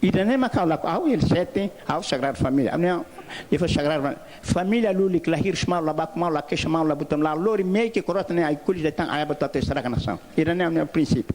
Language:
Tetum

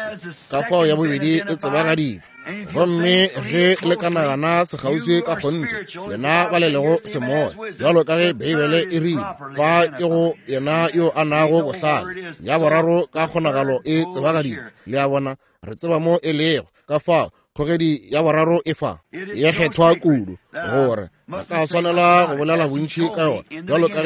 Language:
Northern Sotho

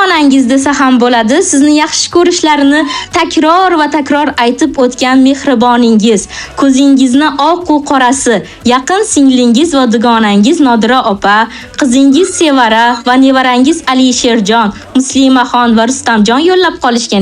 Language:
Uzbek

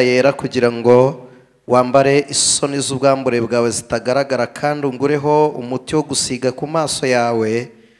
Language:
Kinyarwanda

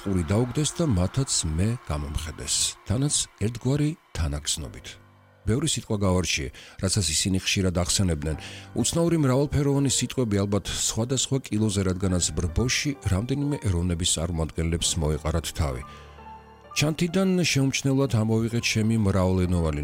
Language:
Georgian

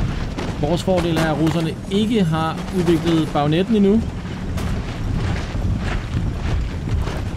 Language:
Danish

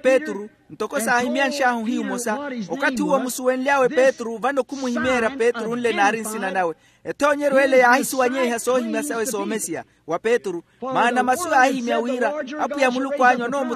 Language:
Makhuwa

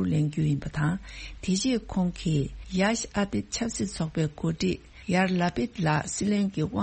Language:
Tibetan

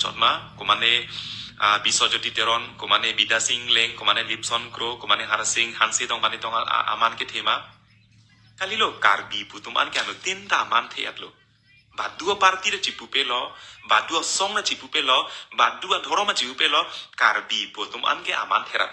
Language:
Karbi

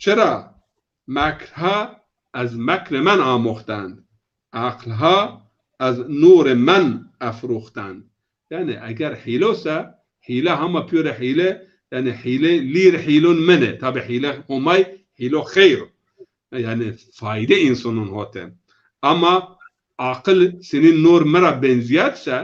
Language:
Zaza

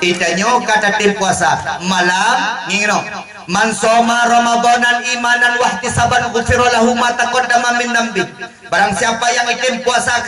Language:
Achinese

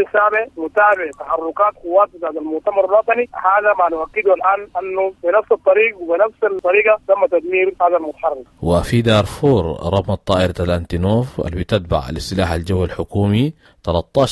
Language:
Sudanese Arabic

